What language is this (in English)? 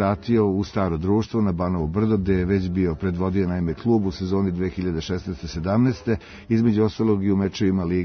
Serbian